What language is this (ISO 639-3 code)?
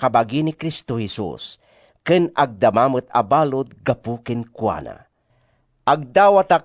ilo